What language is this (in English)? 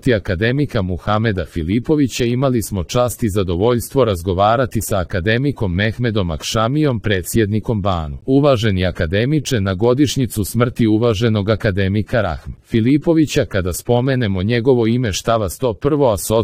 Croatian